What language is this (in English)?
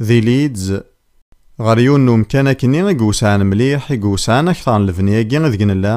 Kabyle